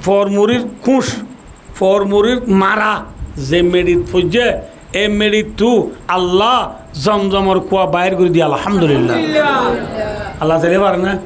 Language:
Rohingya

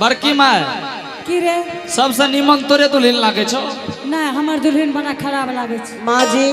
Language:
Angika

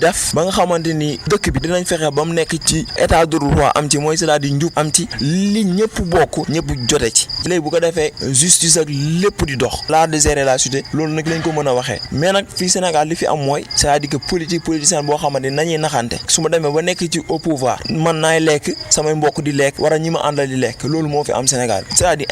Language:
Wolof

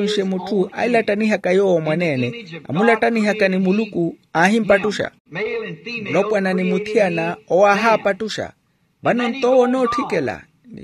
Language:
Makhuwa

